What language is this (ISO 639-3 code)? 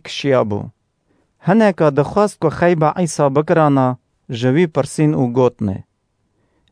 kur